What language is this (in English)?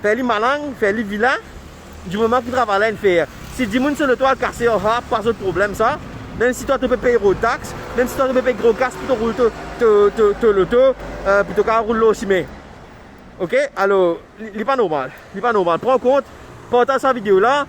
Morisyen